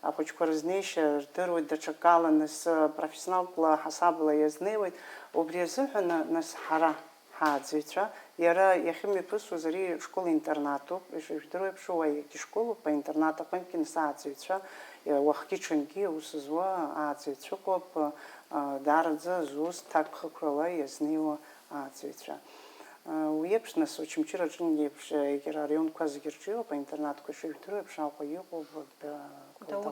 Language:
Abkhazian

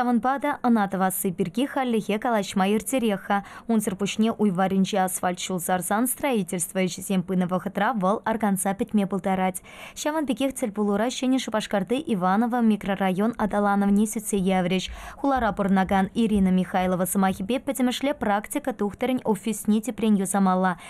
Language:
Chuvash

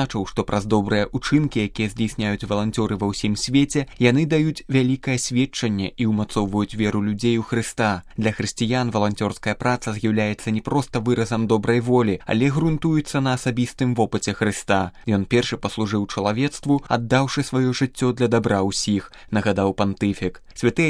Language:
Belarusian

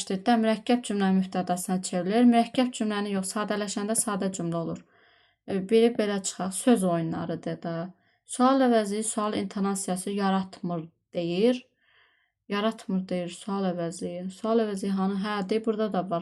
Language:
Azerbaijani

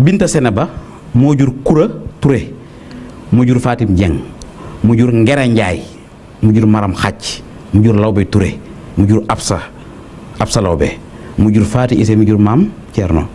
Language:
Wolof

